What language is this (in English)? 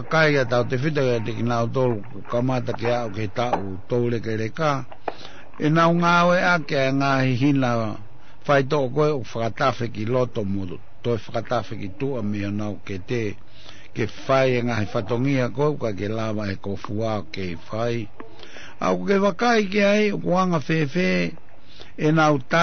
Tongan